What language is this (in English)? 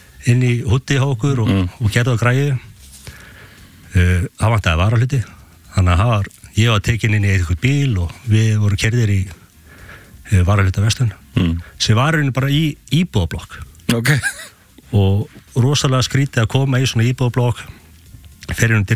Icelandic